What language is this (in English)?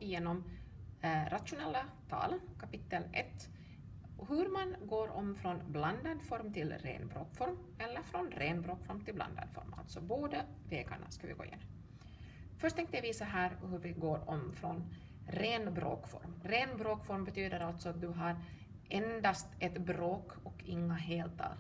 Swedish